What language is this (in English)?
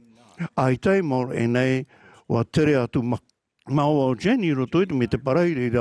Tahitian